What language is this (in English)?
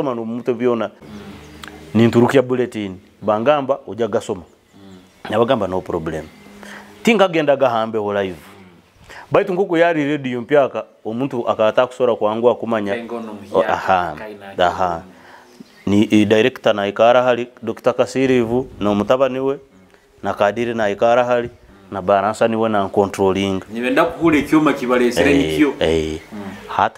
Nyoro